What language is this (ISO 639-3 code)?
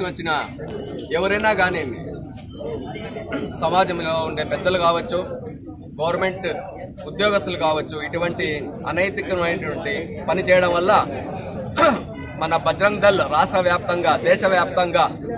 tel